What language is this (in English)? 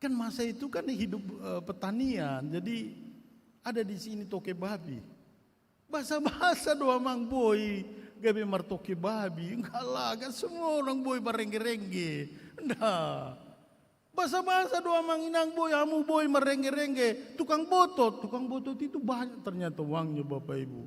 Batak Toba